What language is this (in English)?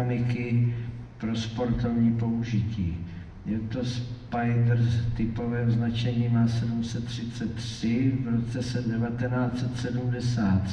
Czech